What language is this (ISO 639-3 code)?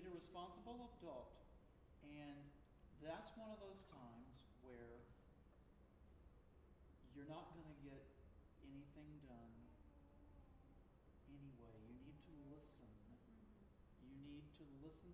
eng